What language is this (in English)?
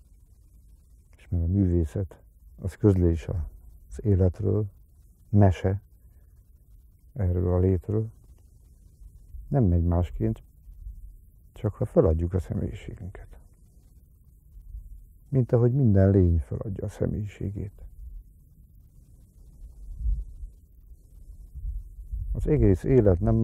Hungarian